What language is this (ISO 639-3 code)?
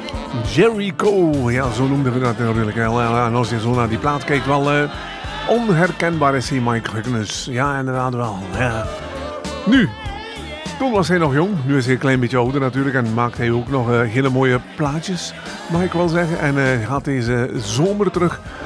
nld